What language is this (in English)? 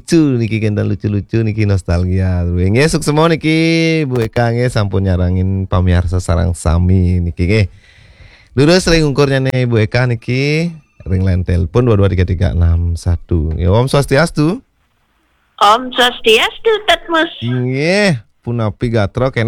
Balinese